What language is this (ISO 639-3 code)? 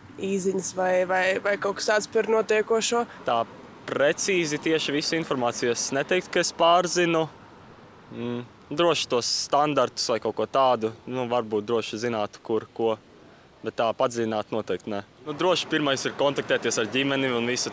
lav